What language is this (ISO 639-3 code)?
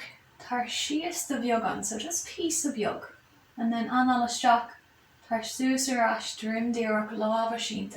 gle